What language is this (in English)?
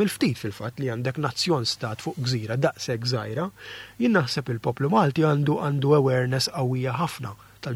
Maltese